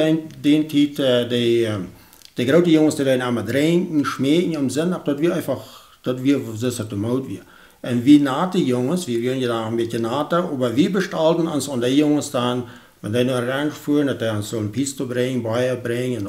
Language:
Plautdietsch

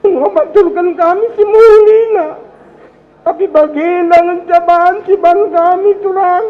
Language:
Batak Karo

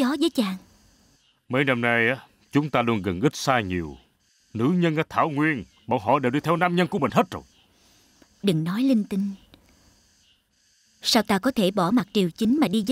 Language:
Vietnamese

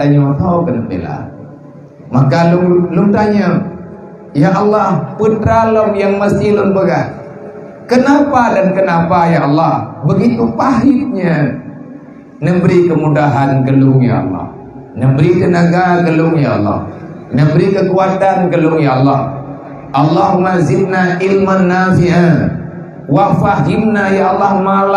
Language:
Achinese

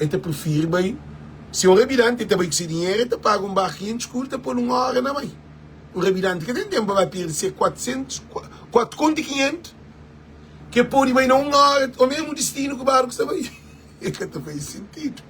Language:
Kabuverdianu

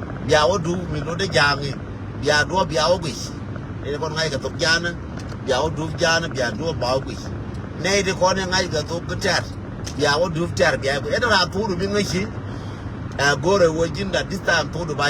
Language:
Nuer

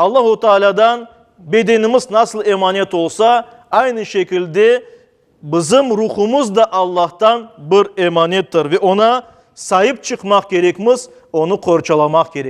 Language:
Crimean Tatar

